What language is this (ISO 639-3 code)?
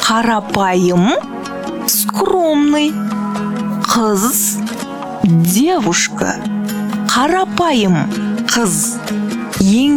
kaz